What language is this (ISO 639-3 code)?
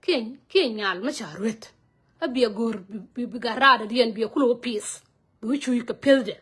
nus